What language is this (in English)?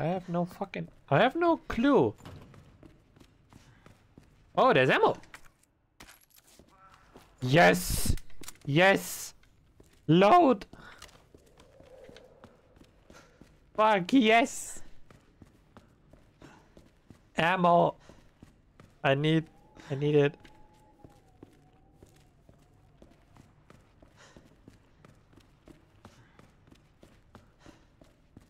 English